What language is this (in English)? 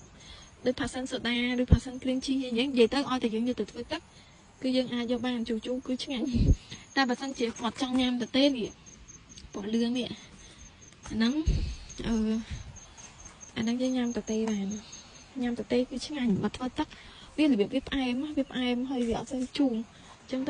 Khmer